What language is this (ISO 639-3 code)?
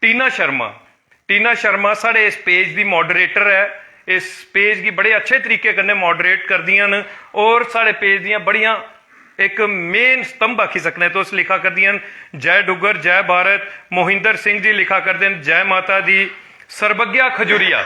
doi